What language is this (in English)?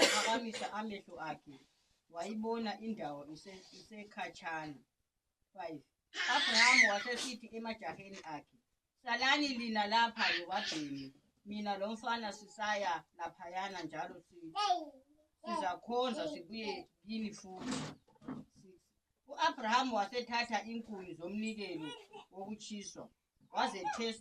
North Ndebele